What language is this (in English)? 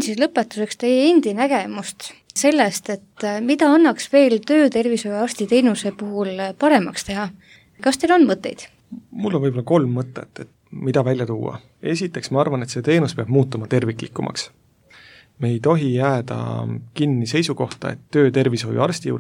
Estonian